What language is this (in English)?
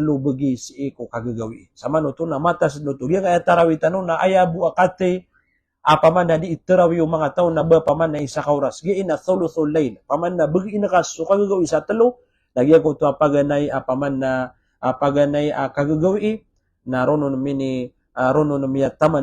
Maranao